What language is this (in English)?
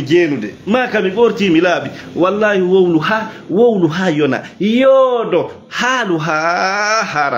Fula